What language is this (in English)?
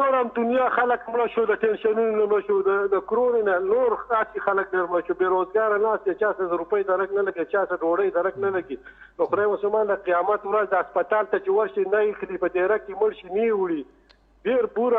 Pashto